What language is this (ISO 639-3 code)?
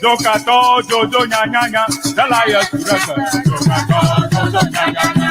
ewe